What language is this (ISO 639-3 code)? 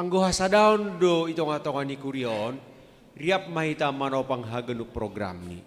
bts